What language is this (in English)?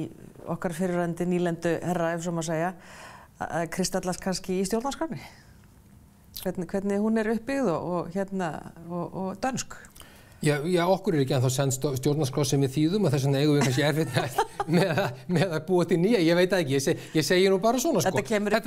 Icelandic